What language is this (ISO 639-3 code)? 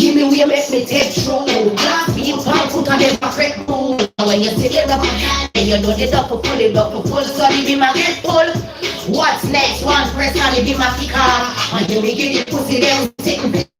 jam